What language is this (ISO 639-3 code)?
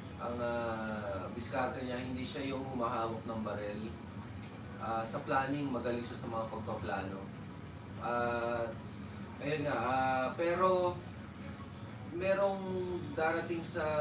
fil